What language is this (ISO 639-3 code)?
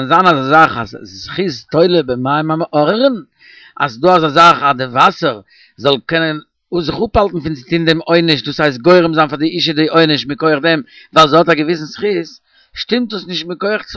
yid